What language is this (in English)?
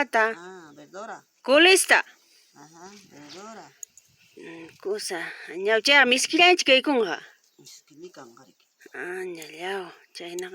Ayacucho Quechua